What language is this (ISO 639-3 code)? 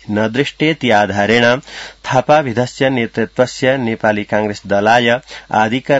san